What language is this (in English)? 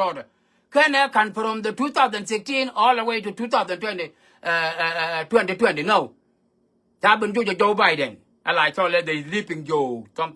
Nuer